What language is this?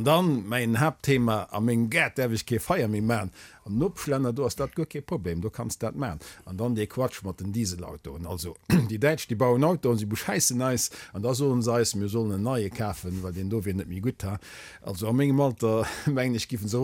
Luxembourgish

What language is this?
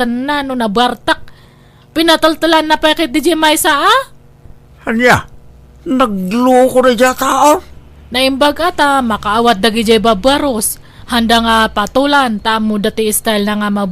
Iloko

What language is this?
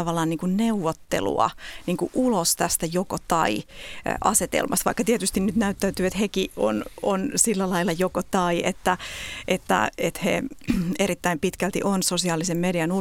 Finnish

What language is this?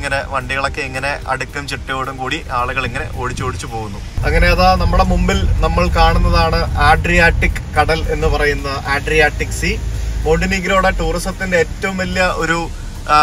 Malayalam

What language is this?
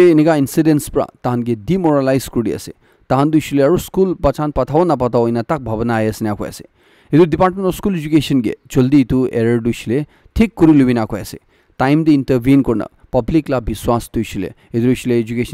Naga Pidgin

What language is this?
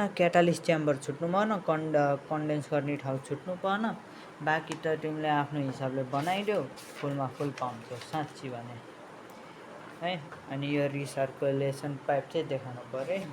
Nepali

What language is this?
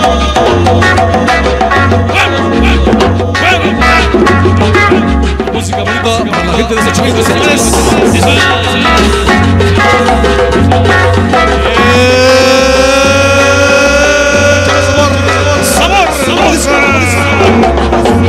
Spanish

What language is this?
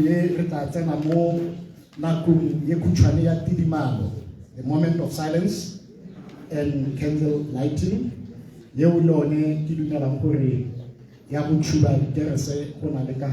Tswana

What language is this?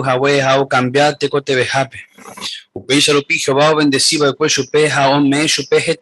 Guarani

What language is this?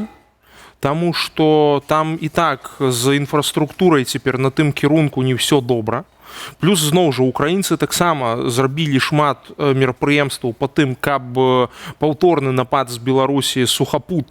Belarusian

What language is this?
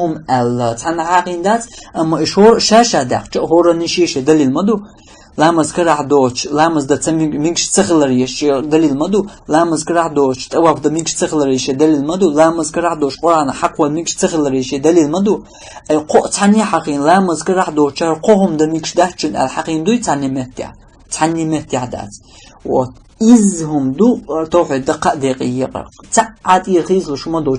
Chechen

